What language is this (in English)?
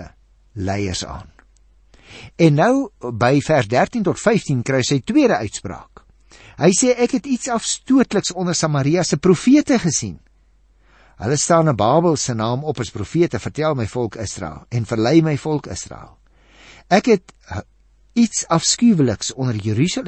Afrikaans